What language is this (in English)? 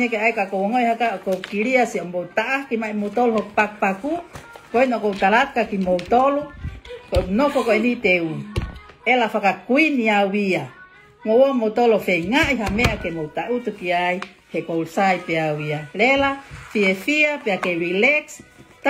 Tongan